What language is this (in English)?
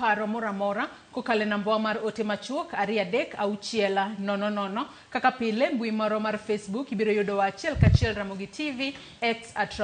Luo (Kenya and Tanzania)